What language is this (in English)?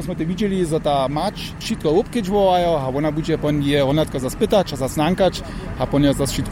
Upper Sorbian